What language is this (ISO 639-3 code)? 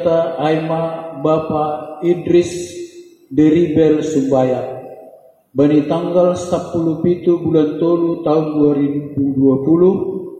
bts